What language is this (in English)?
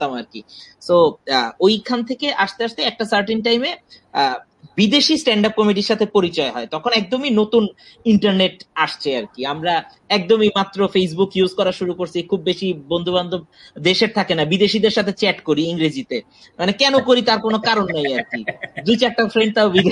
Bangla